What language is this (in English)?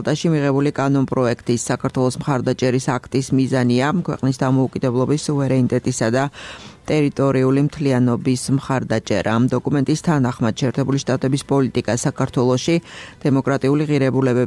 Georgian